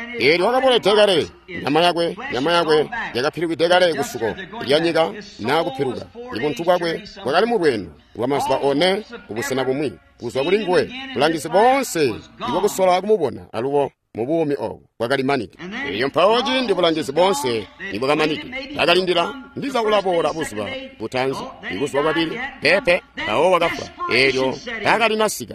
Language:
Tonga (Zambia)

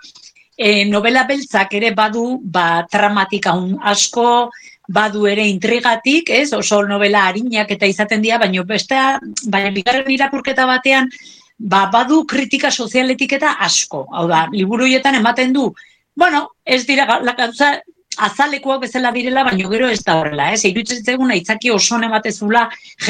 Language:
Basque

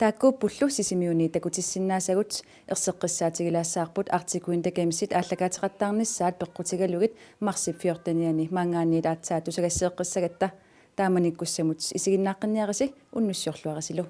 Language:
Kalaallisut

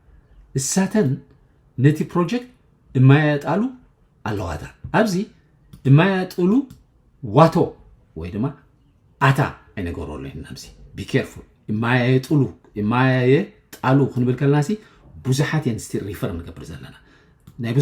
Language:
Tigrinya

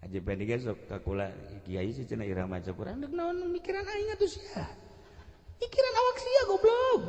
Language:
Sundanese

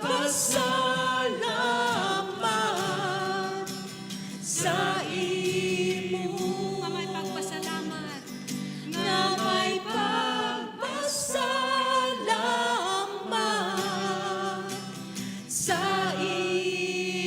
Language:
Hiligaynon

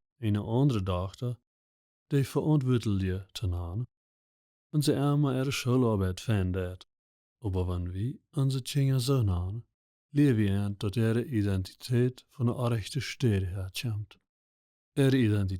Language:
Plautdietsch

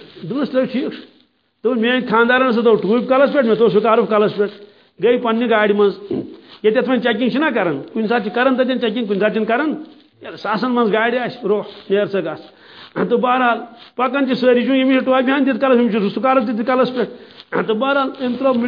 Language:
Kashmiri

